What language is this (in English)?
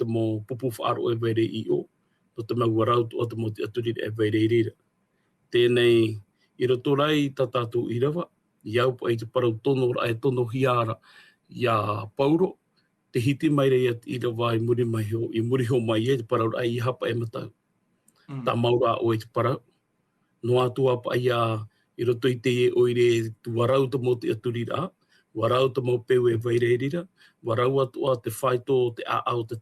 Tahitian